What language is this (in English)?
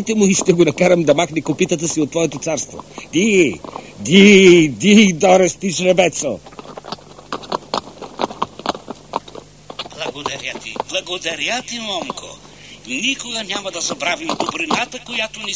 Bulgarian